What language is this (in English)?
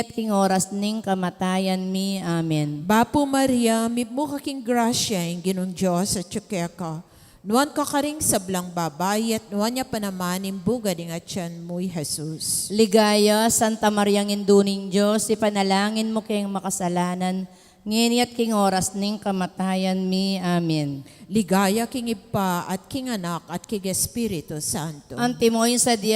Pampanga